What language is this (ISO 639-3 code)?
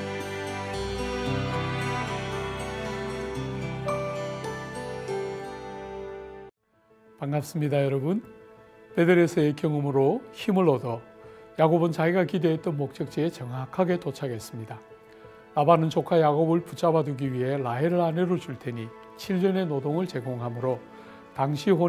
kor